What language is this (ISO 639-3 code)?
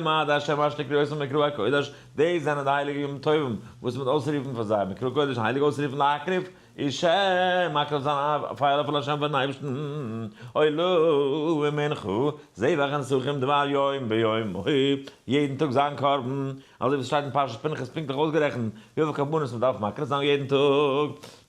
yid